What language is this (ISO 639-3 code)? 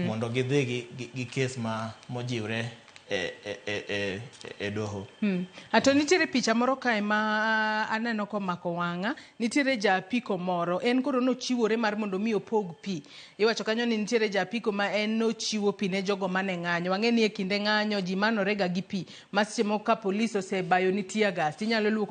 luo